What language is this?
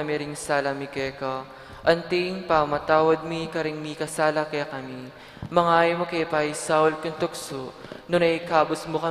Pampanga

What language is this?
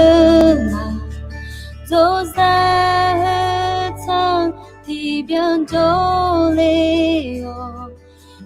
Akha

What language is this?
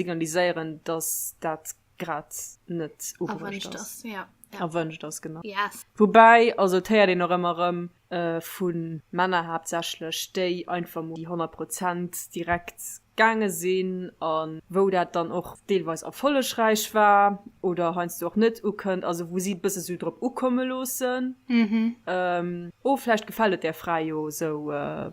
Luxembourgish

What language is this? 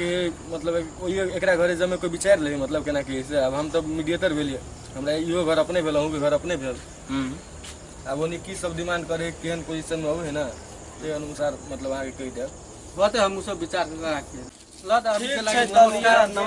Maithili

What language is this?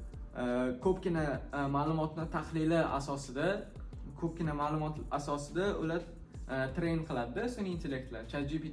Uzbek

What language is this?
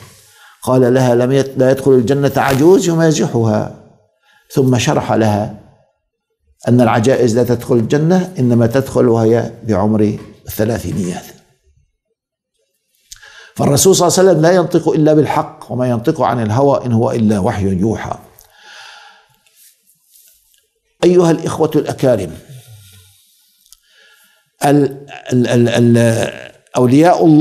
Arabic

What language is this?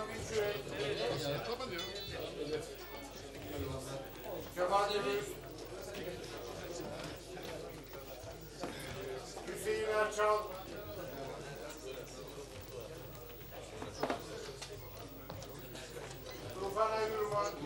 Turkish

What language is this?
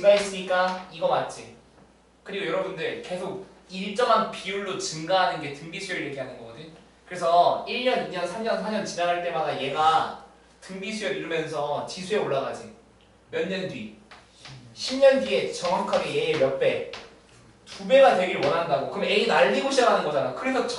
Korean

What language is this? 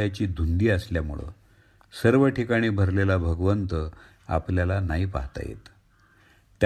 Marathi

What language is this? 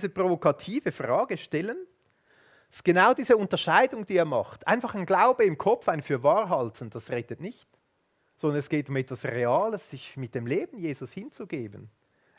Swiss German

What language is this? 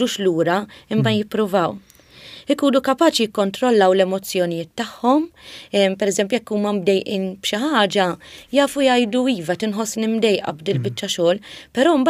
Maltese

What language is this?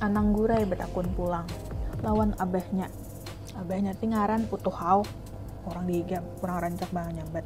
Banjar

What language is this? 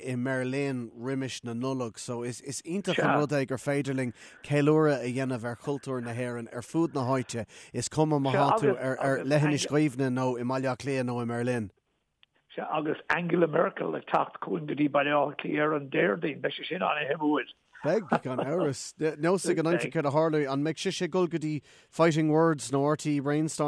Irish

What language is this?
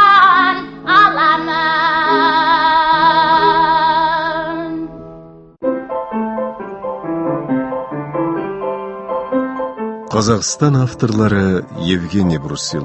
Tatar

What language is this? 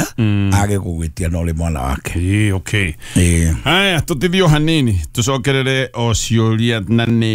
Kikuyu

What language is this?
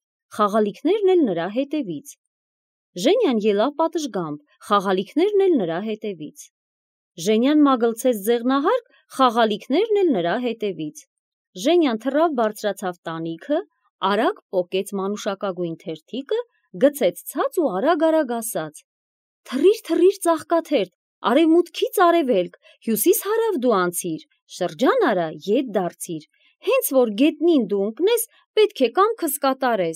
Armenian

